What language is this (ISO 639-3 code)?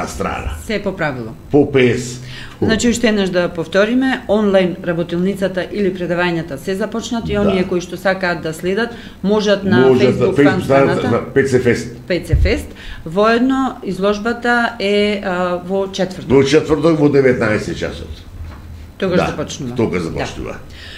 mkd